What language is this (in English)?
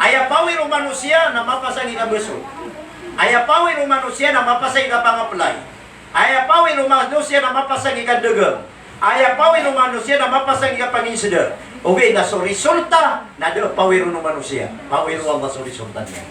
Maranao